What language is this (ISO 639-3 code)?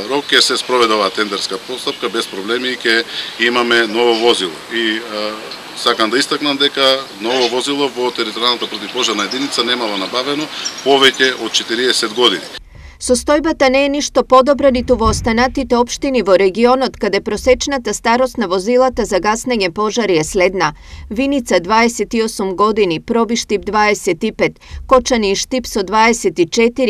mkd